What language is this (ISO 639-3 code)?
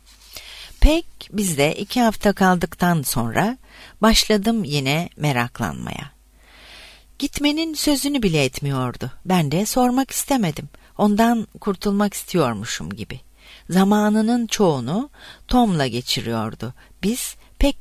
tur